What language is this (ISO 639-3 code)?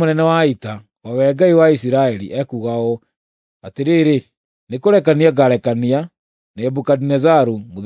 kik